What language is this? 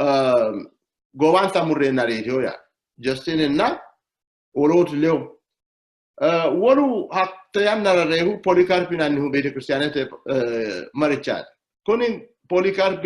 Sidamo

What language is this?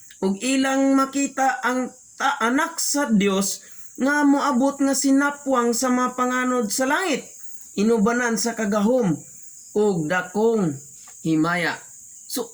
Cebuano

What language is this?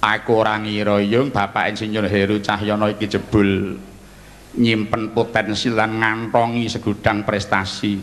Javanese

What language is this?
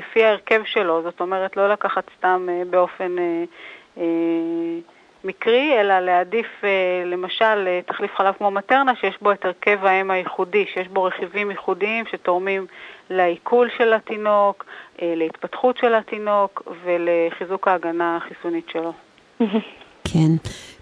Hebrew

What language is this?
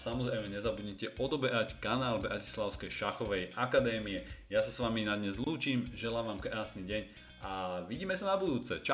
Slovak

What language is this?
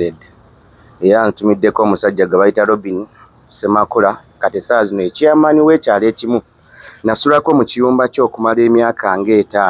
Ganda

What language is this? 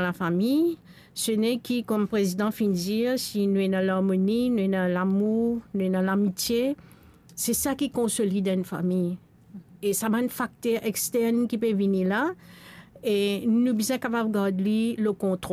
Morisyen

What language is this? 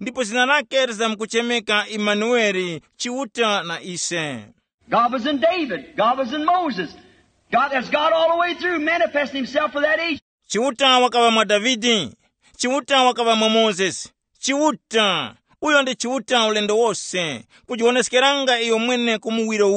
Tumbuka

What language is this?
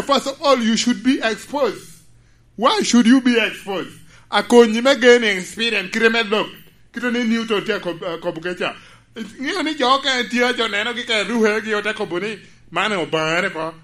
Lango (Uganda)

